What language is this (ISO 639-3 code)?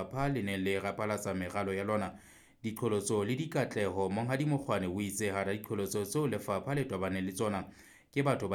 sot